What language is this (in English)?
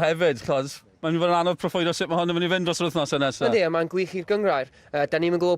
Welsh